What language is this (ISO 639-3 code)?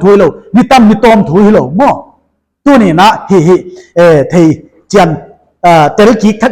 pck